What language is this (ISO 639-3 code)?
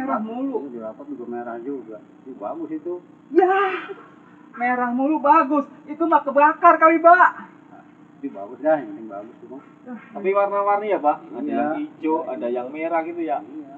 bew